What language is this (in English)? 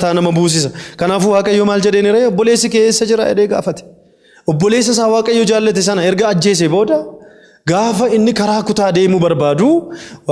Oromo